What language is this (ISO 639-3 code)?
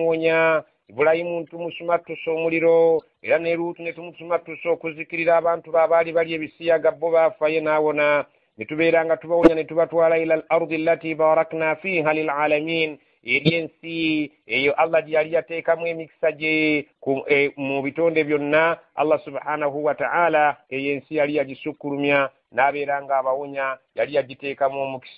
lug